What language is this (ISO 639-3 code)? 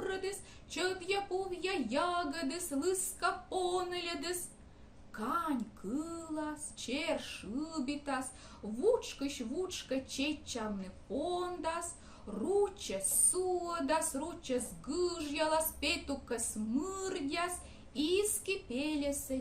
kom